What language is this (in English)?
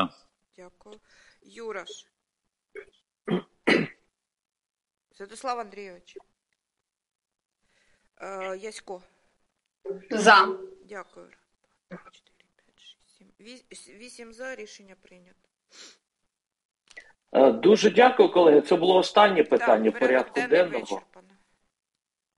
Ukrainian